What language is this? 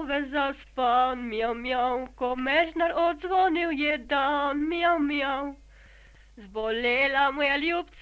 Slovenian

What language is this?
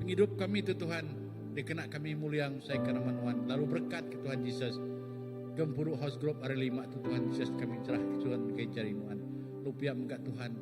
Iban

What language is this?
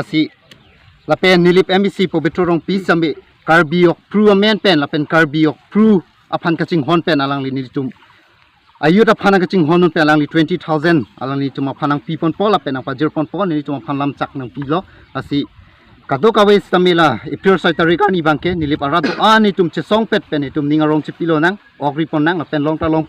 Karbi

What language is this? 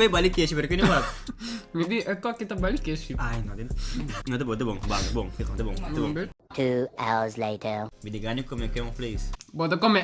Papiamento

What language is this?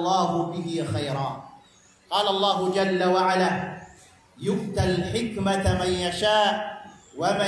Maranao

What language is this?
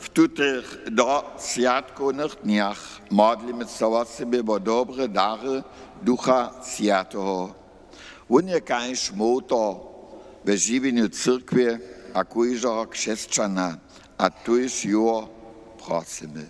Upper Sorbian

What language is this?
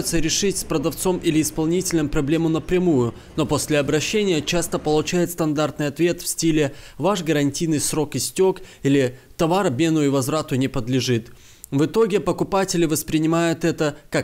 Russian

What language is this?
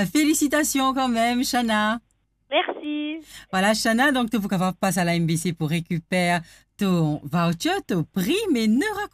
Morisyen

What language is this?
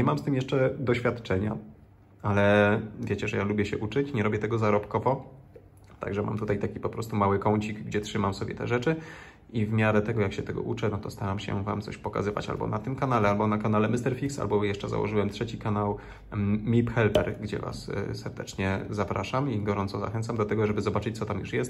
Polish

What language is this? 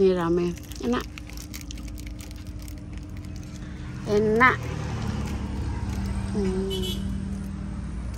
Indonesian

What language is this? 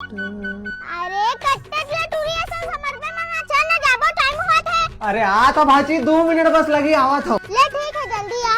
Chhattisgarhi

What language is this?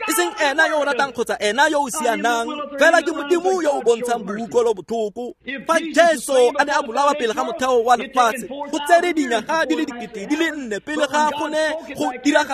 Tswana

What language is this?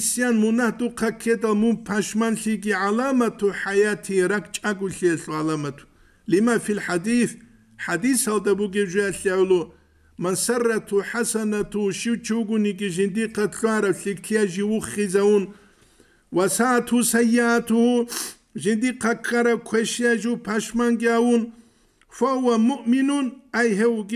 Avaric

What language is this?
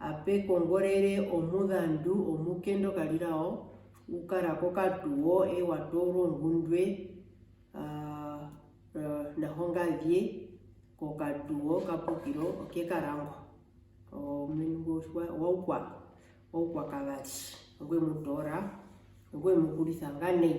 Herero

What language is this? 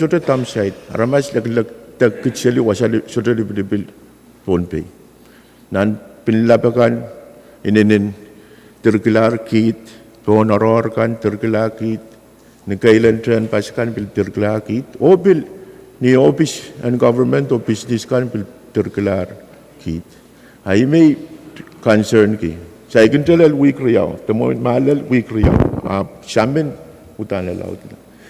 Pohnpeian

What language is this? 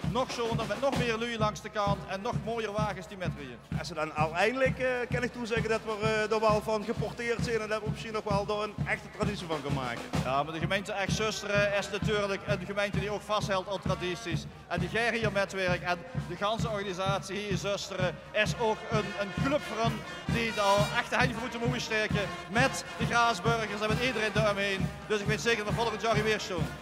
Limburgish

